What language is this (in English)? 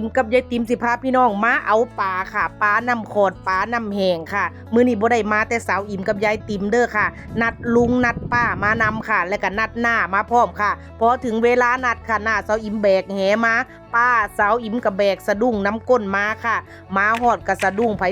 Northeastern Thai